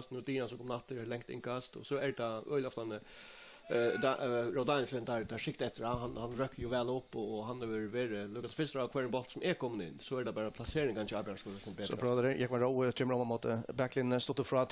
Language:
Faroese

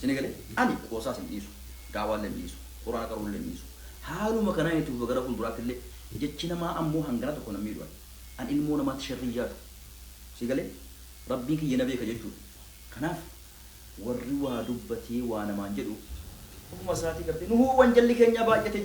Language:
Oromo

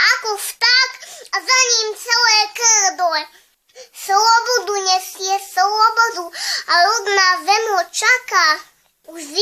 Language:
Slovak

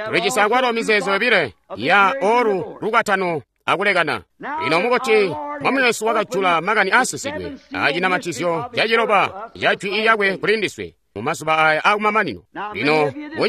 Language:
Tonga (Zambia)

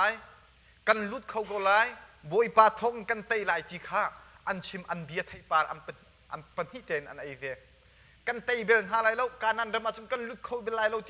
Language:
Hakha Chin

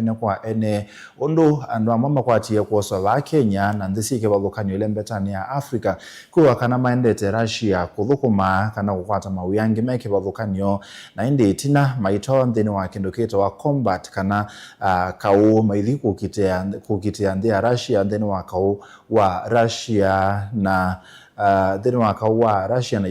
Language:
Kamba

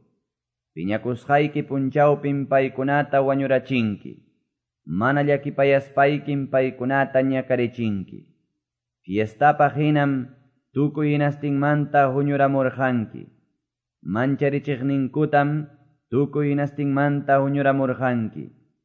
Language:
Quechua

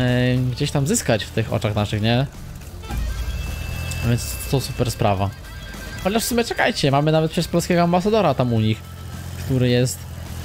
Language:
Polish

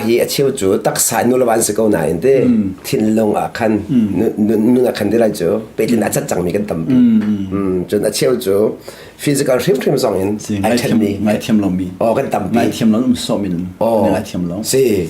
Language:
Hakha Chin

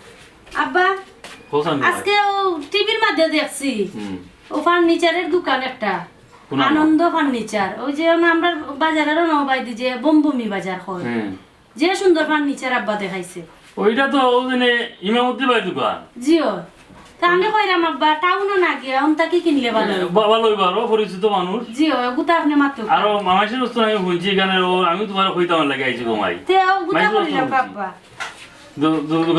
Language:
Sylheti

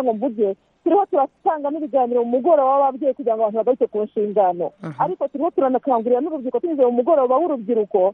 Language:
Kinyarwanda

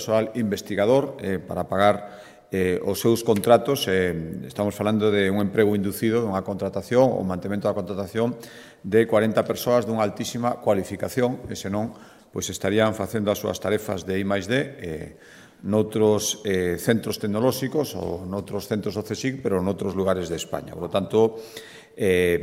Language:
Galician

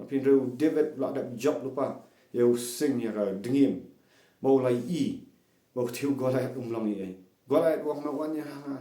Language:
Khasi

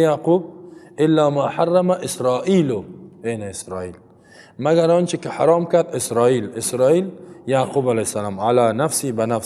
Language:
Persian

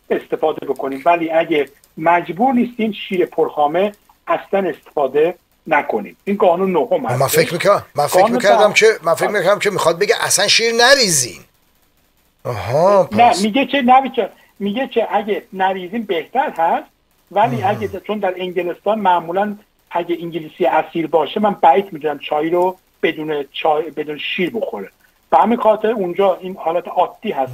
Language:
Persian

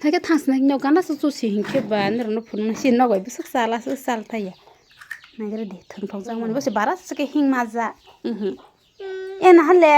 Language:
Kok Borok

